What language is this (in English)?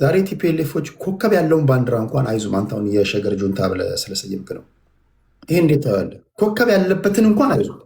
Amharic